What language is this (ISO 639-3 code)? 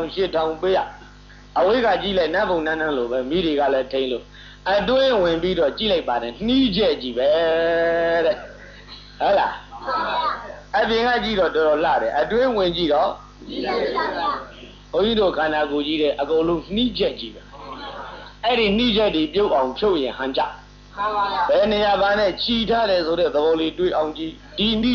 mya